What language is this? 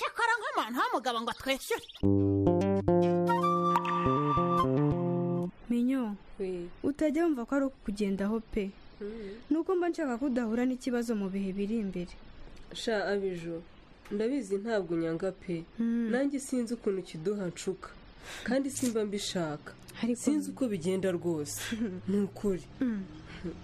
Kinyarwanda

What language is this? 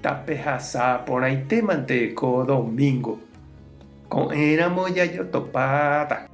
Guarani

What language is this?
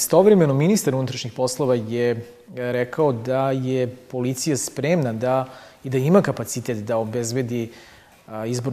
Serbian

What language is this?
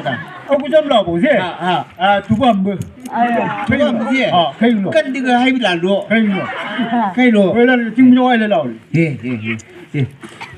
Chang Naga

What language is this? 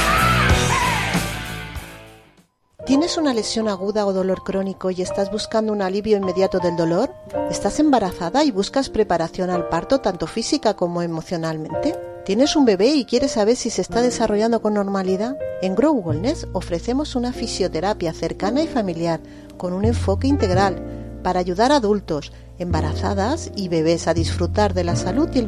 Spanish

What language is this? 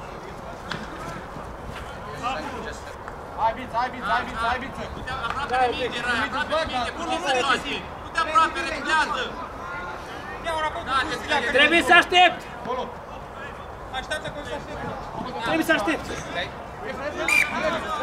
Romanian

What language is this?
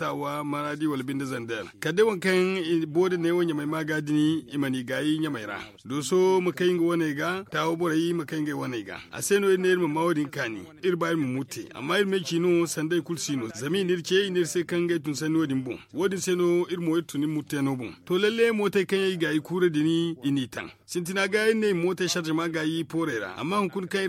Zarma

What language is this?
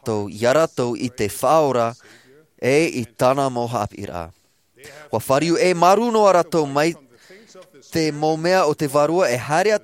Tahitian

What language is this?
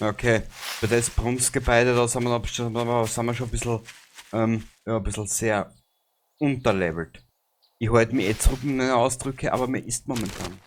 Bavarian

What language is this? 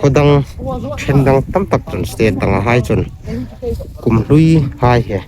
Hmar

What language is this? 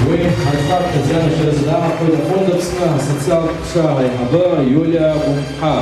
Abkhazian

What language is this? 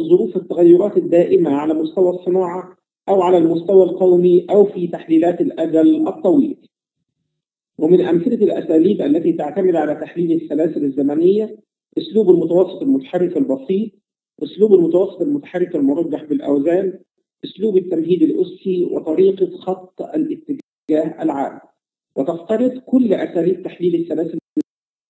Arabic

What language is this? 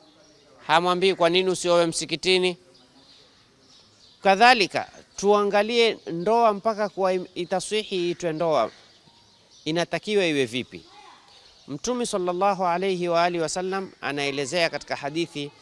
Swahili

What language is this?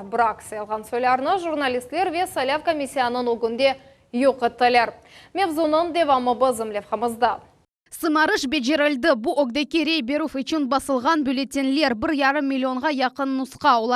Crimean Tatar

